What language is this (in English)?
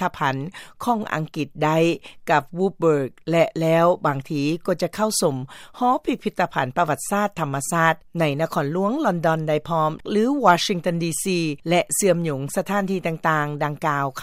Lao